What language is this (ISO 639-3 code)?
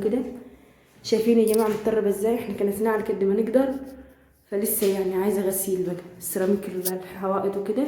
arz